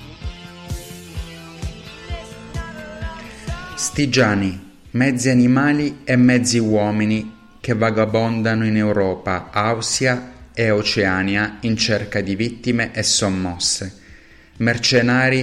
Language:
Italian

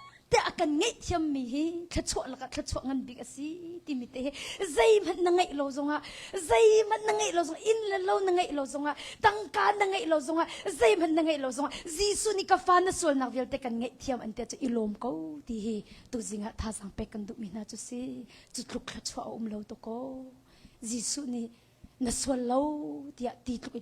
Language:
Hakha Chin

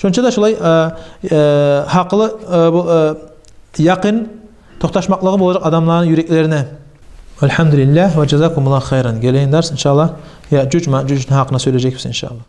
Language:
Kumyk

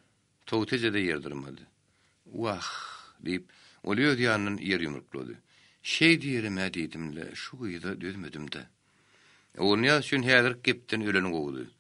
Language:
Turkmen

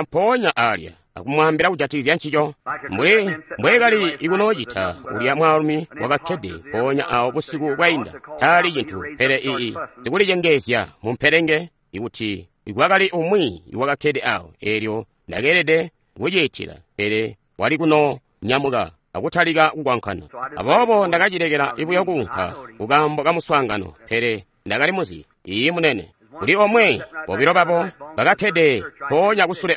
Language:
Tonga (Zambia)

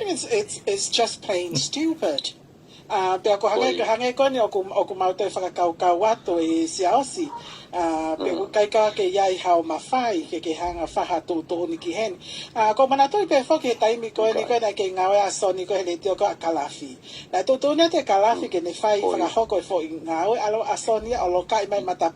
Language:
Tongan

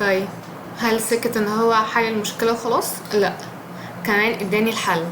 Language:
Egyptian Arabic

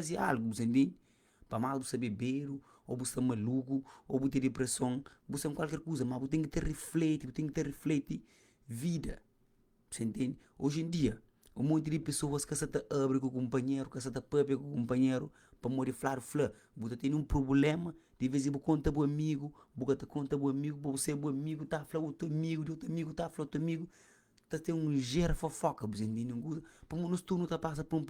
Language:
Kabuverdianu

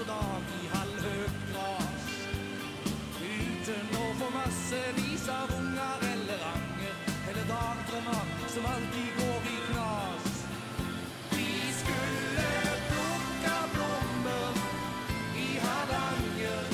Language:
Norwegian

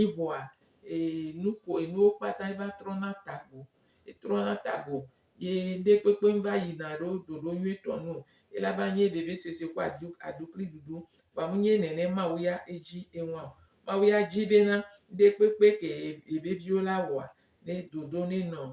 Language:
Gen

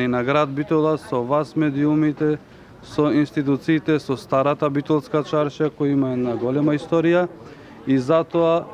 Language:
Macedonian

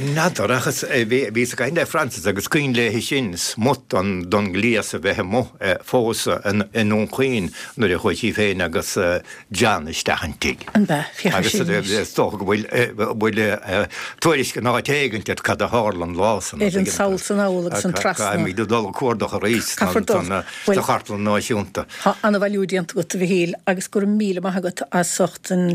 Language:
Irish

